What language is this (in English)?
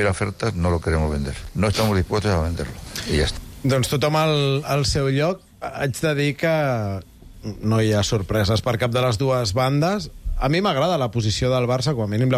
Catalan